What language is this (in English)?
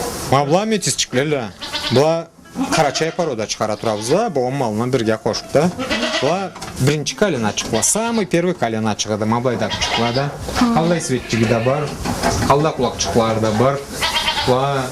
Karachay-Balkar